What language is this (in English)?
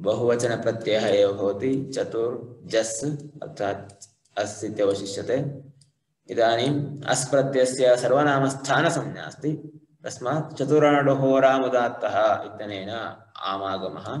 Sanskrit